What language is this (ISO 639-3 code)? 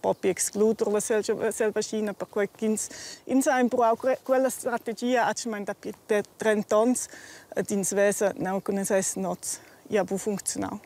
roh